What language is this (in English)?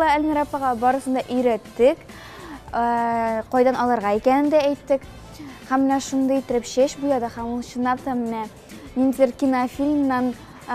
Tatar